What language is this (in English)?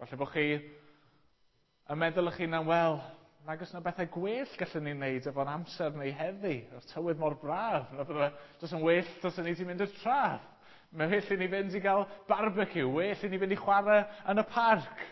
Welsh